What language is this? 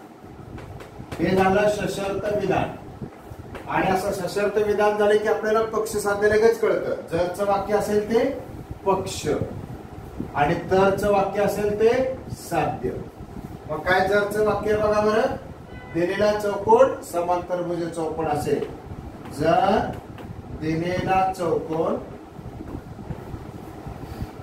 Marathi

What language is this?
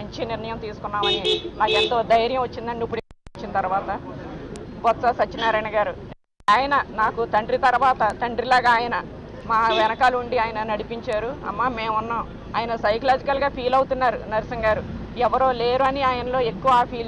Telugu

